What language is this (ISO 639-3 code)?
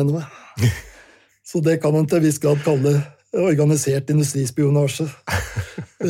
nor